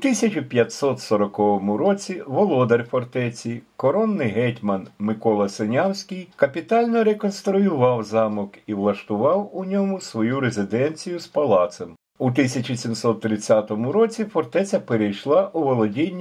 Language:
Ukrainian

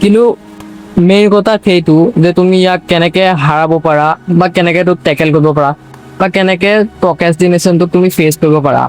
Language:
Assamese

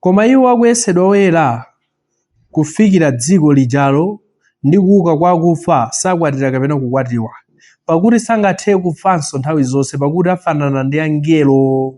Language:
Nyanja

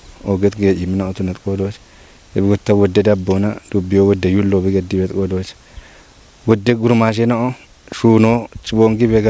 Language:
Kafa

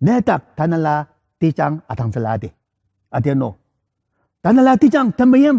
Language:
Ao Naga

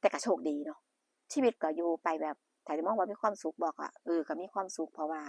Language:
Northeastern Thai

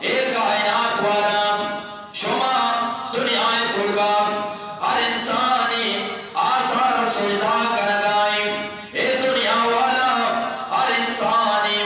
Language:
Eastern Balochi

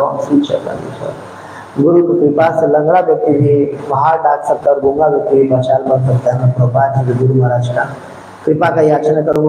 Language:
Hindi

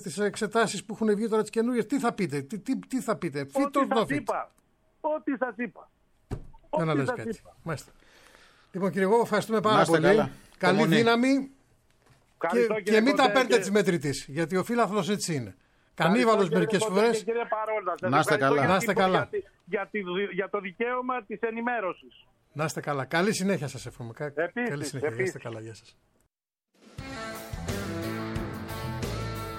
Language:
Greek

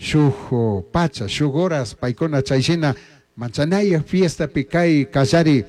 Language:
Chimborazo Highland Quichua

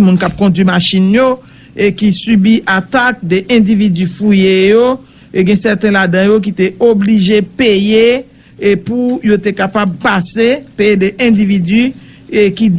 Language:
Haitian Creole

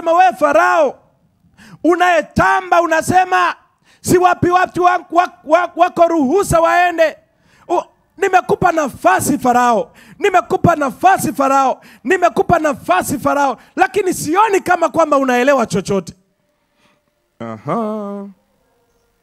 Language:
Swahili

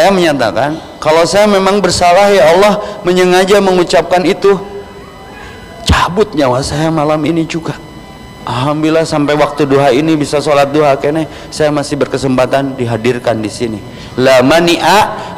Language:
Indonesian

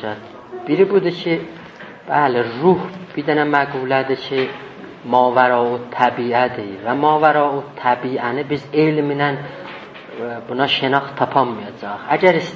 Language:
South Azerbaijani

